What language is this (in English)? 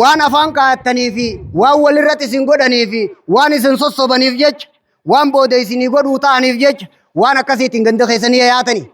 Oromo